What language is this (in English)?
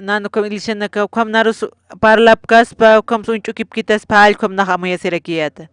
Aymara